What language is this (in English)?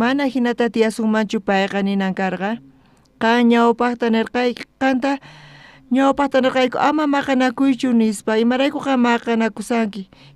South Bolivian Quechua